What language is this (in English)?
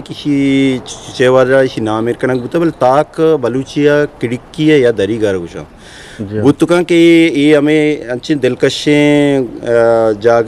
Eastern Balochi